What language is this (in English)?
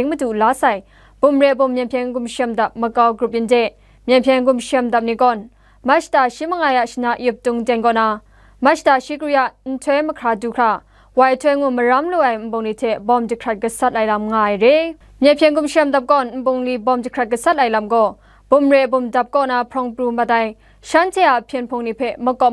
Kachin